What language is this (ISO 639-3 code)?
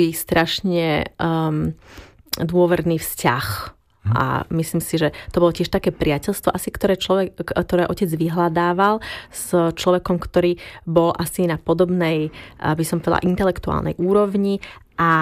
slk